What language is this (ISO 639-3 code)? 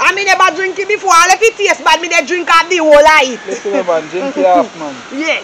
jam